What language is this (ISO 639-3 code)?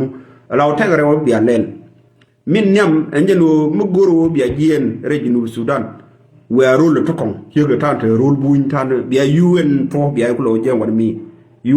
nus